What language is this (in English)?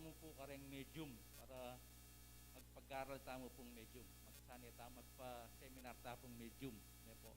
Pampanga